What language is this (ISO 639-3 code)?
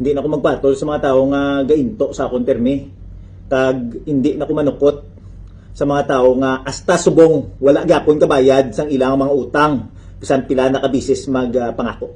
hil